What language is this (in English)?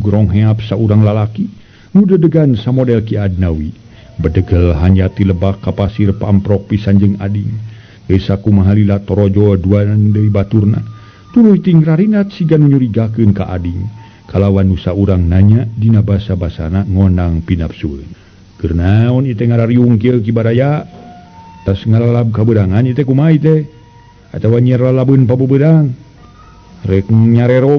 Sundanese